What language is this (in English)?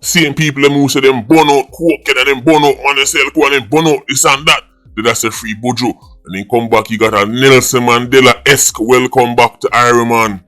Jamaican Creole English